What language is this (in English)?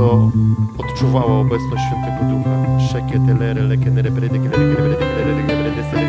Polish